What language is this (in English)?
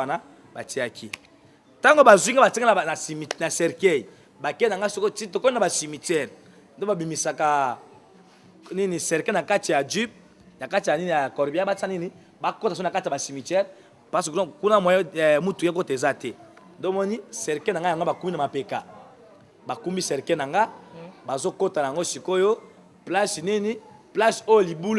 Lingala